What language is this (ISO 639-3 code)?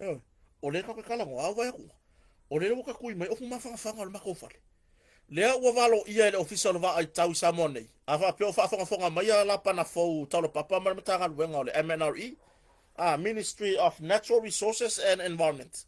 smo